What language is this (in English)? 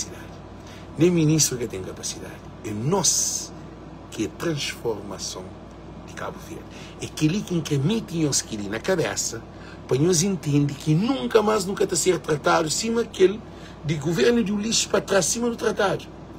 Kabuverdianu